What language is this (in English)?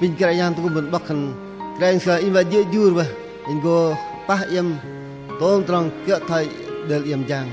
Bahnar